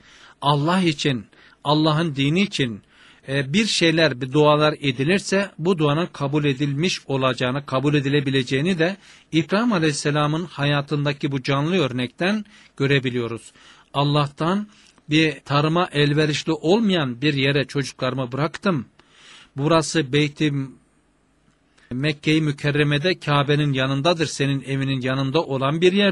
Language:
Turkish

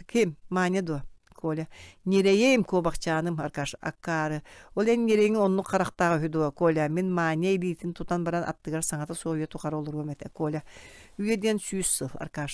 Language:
Yakut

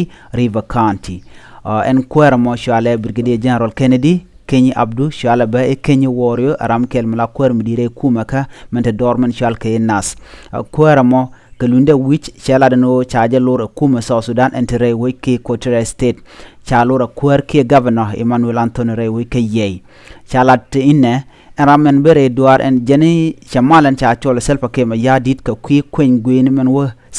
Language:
Nuer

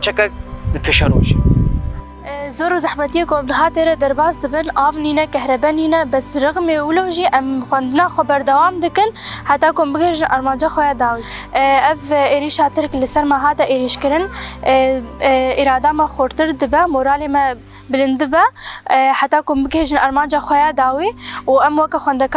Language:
Kurdish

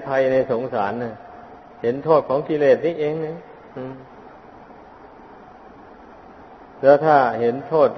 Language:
Thai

